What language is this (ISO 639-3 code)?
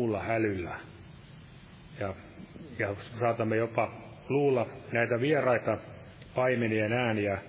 fin